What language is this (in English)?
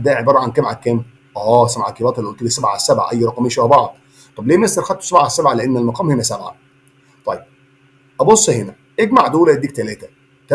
Egyptian Arabic